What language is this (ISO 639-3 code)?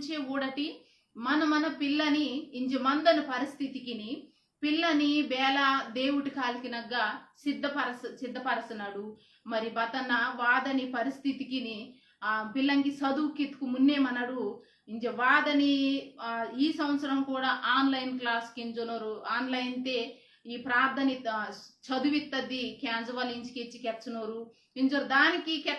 kff